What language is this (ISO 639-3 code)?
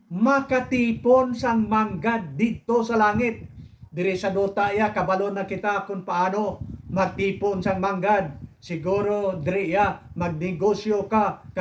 hil